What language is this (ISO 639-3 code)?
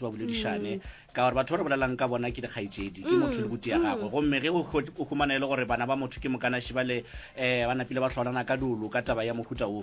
nso